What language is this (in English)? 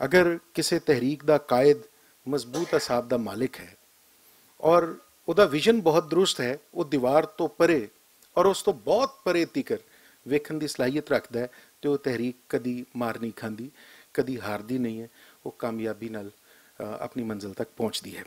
Western Panjabi